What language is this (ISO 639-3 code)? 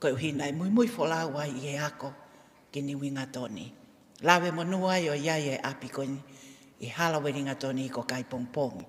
ton